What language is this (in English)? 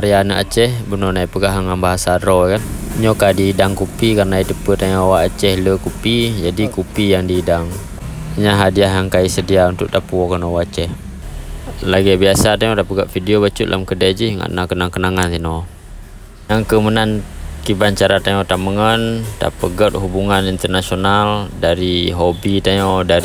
Achinese